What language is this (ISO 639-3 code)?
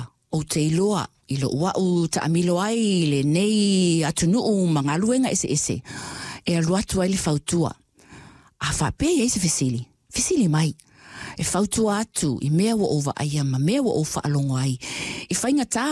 smo